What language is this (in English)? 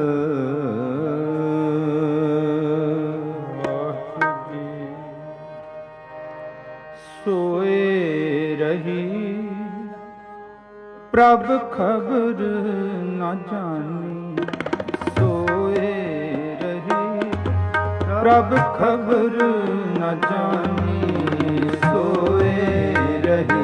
Punjabi